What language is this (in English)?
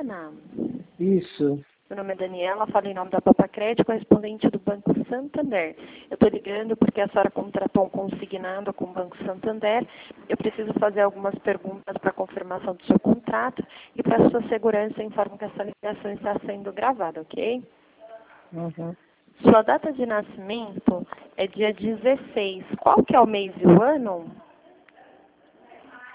Portuguese